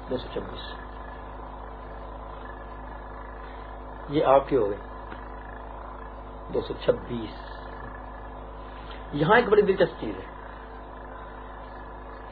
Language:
Urdu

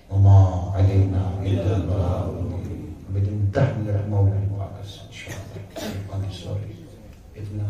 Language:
Kashmiri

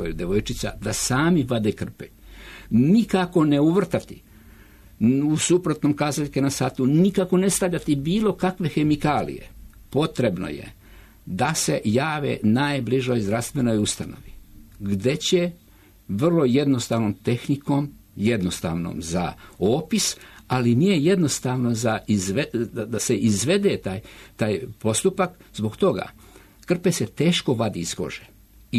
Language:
Serbian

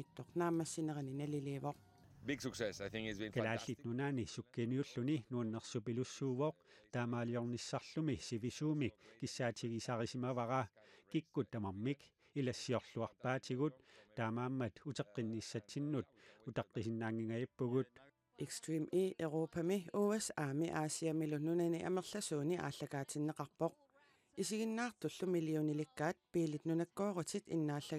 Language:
Kalaallisut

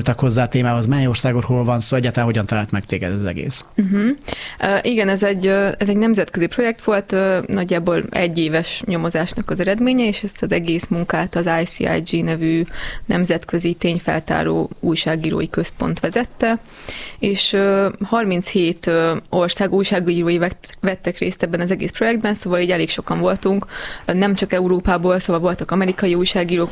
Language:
Hungarian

